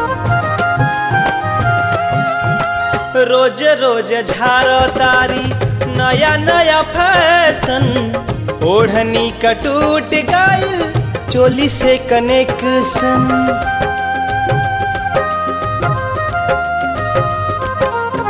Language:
Bhojpuri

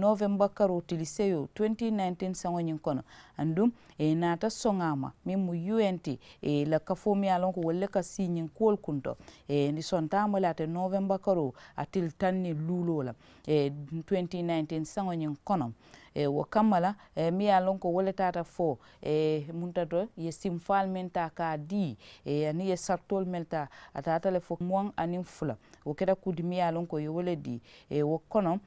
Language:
Mandingo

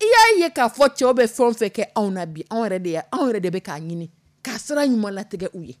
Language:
Dyula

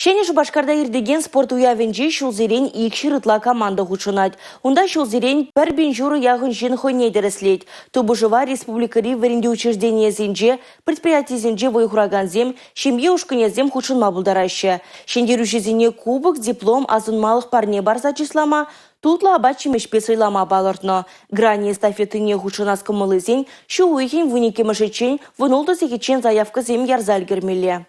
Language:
Chuvash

